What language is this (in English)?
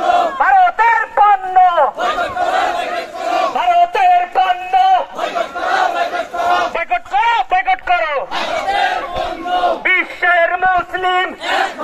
Bangla